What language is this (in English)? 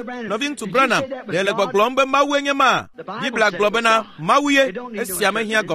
Ewe